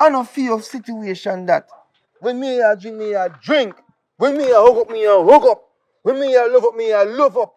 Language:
Jamaican Creole English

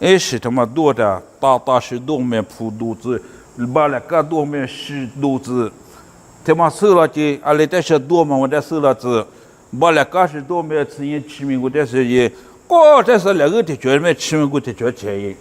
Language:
Lisu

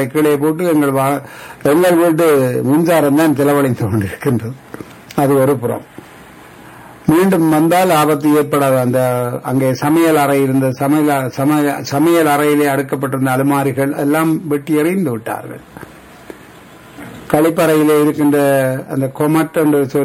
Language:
Tamil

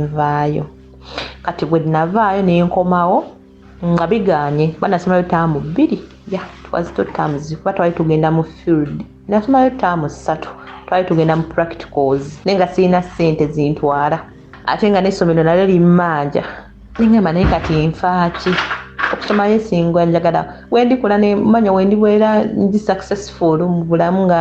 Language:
Ganda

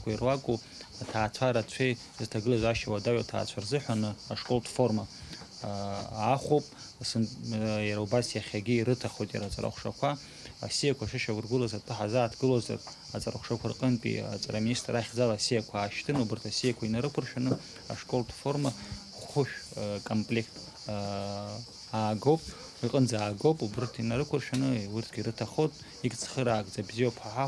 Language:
Abkhazian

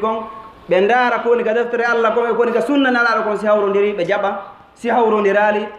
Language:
Fula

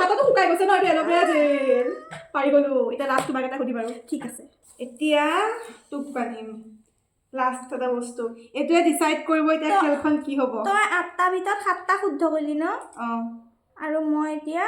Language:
Assamese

